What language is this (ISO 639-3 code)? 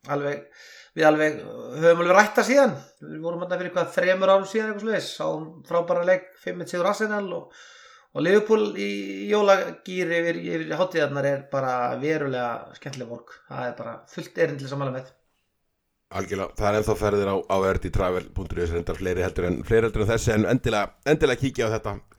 isl